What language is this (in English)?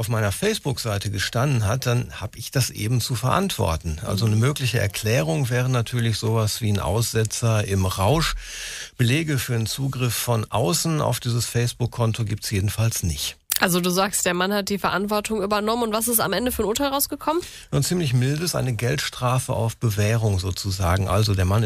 German